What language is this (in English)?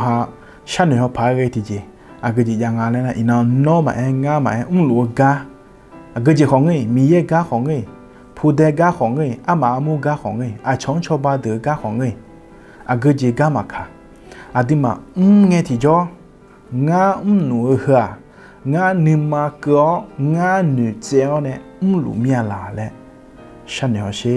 Akha